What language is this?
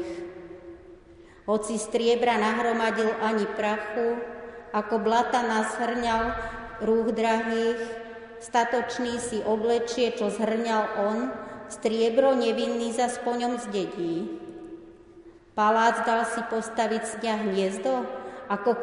Slovak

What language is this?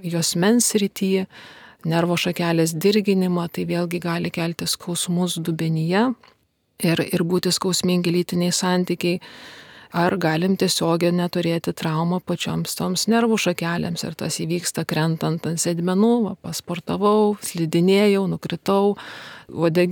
Lithuanian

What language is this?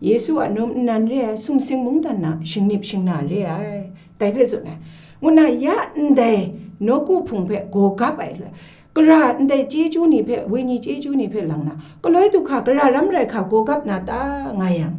Kachin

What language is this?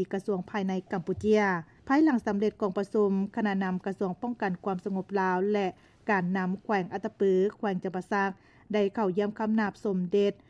Lao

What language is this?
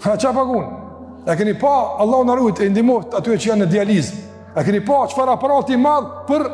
Albanian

